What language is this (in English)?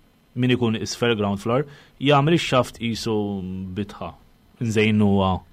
Maltese